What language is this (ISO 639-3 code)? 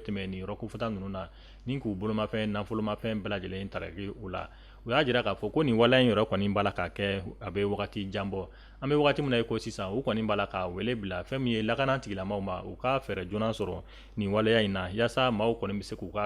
bam